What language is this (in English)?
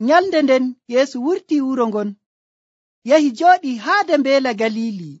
Nigerian Fulfulde